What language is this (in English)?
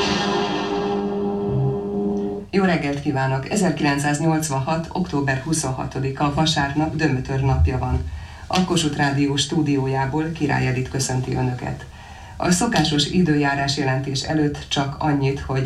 Hungarian